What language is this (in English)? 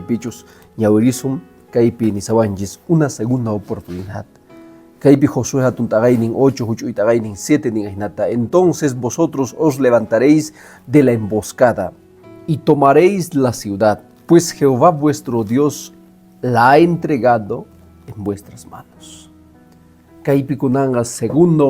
Quechua